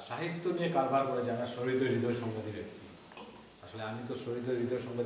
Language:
Bangla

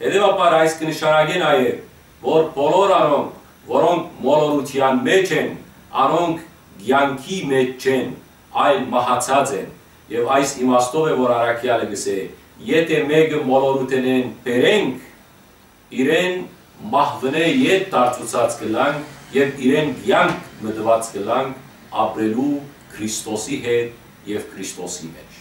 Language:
Western Armenian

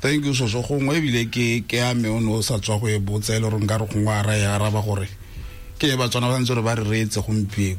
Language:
Tswana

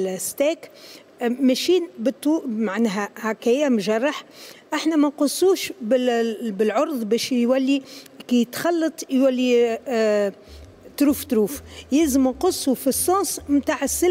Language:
Tunisian Arabic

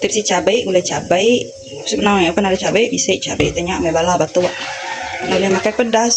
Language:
Iban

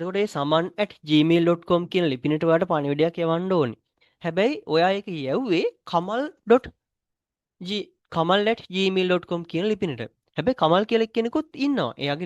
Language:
Sinhala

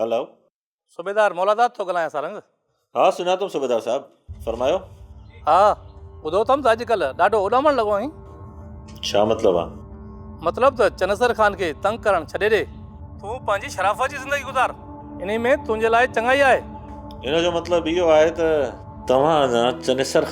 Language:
Sindhi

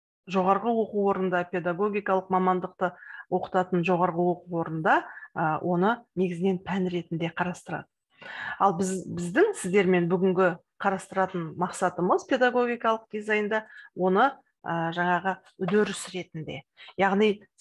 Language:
Kazakh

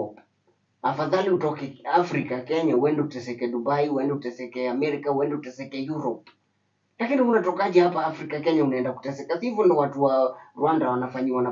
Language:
Swahili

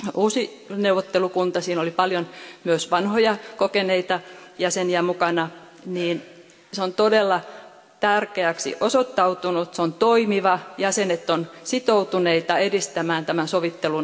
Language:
Finnish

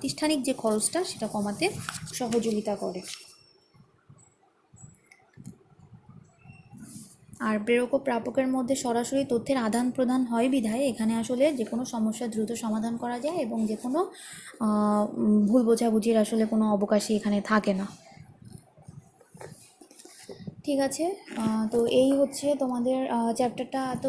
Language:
Bangla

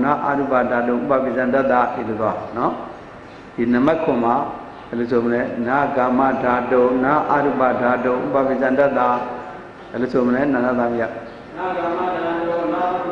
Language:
Burmese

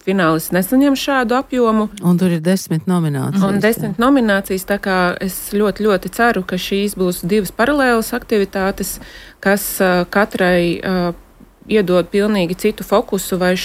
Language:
Latvian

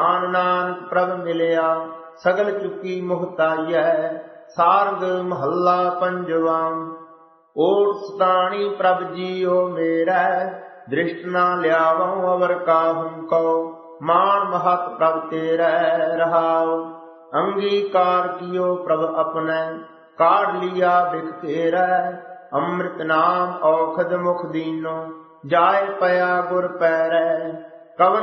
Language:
Punjabi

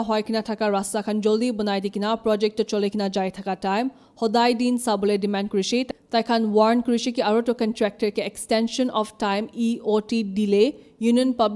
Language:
Naga Pidgin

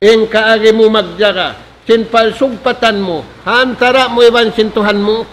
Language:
Tausug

